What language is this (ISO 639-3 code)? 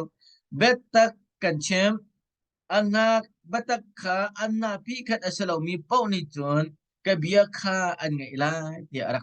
cnh